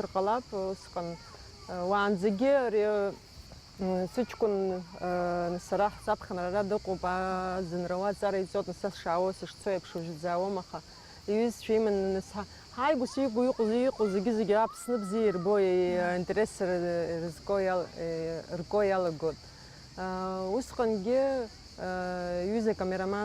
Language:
Abkhazian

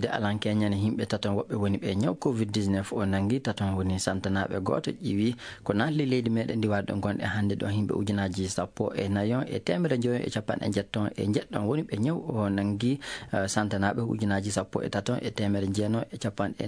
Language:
Fula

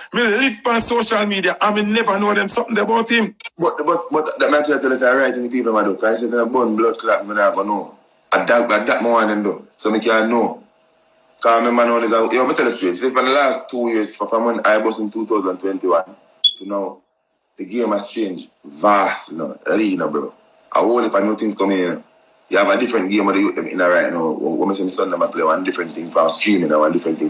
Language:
Jamaican Creole English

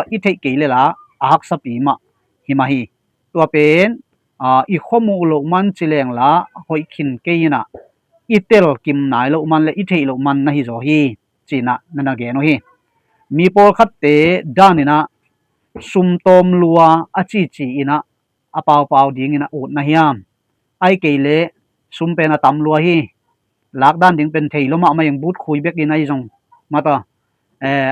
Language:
Tedim Chin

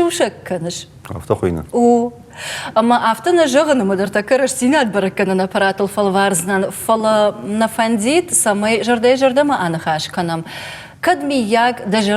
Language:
Ossetic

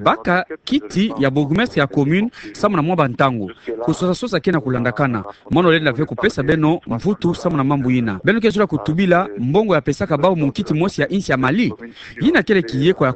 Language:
Kituba (Democratic Republic of Congo)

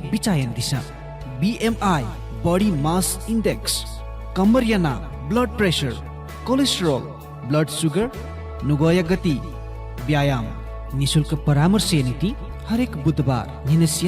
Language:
Newari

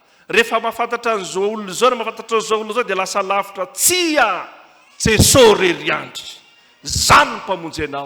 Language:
Malagasy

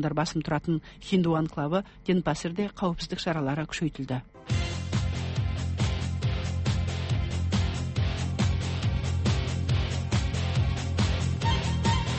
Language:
Kazakh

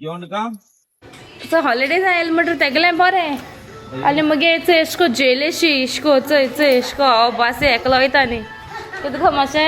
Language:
Konkani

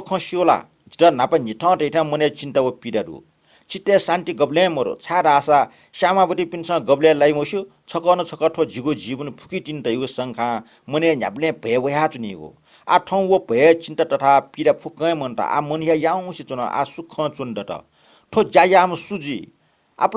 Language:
Newari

